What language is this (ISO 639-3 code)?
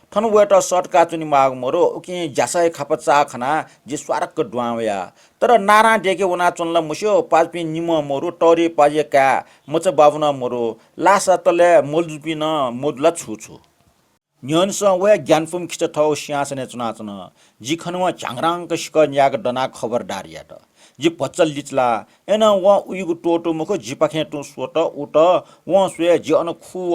new